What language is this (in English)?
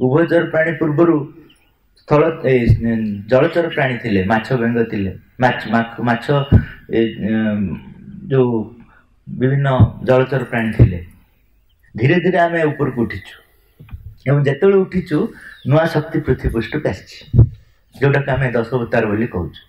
Odia